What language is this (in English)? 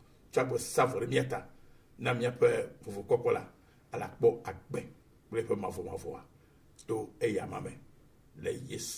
Ewe